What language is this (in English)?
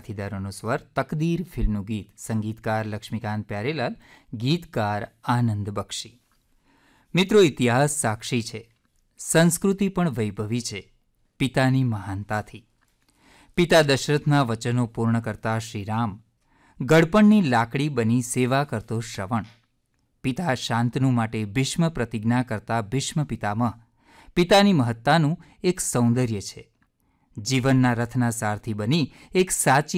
Gujarati